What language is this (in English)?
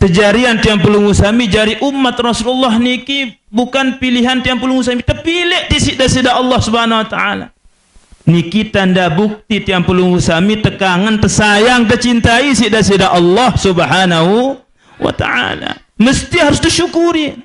Sasak